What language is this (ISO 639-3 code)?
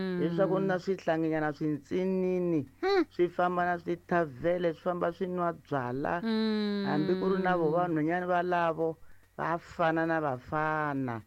tso